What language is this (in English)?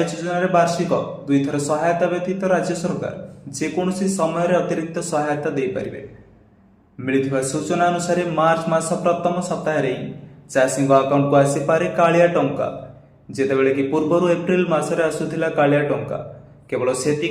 Odia